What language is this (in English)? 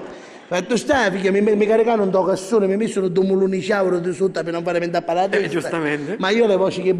Sicilian